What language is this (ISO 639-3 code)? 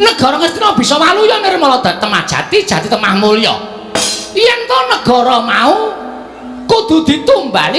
jav